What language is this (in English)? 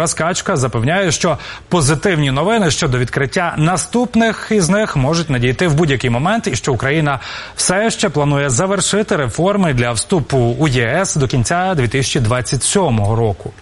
Ukrainian